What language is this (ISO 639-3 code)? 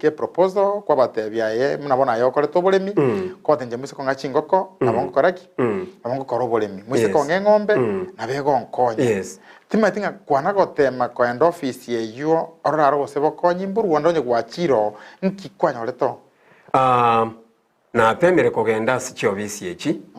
guz